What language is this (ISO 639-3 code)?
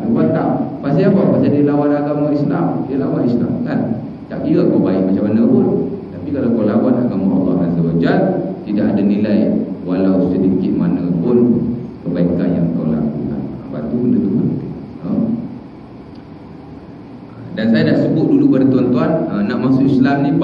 msa